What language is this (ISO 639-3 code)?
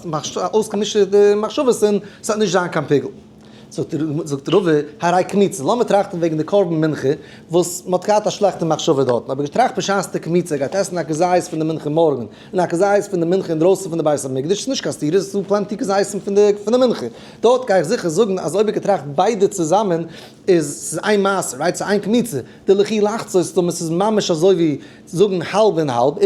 yid